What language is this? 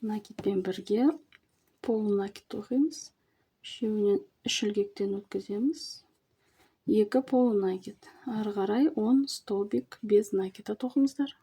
Kazakh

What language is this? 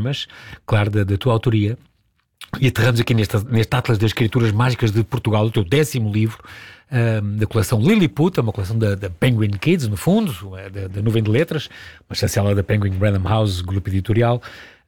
Portuguese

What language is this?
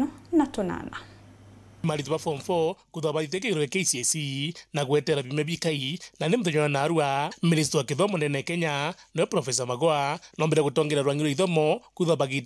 Meru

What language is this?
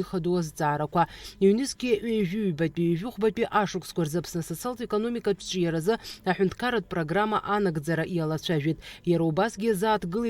Abkhazian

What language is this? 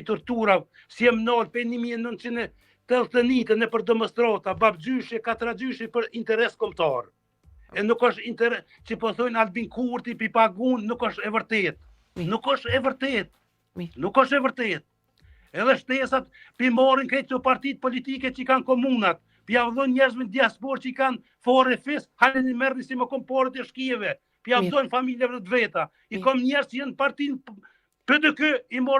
Albanian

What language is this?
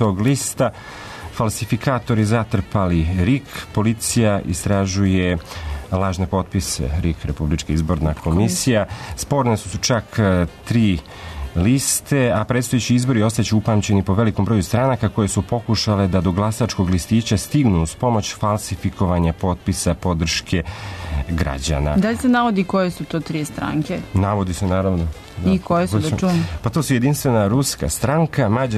Serbian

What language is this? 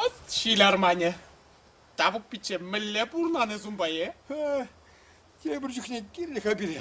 Chuvash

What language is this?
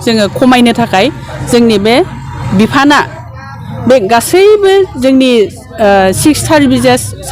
Bodo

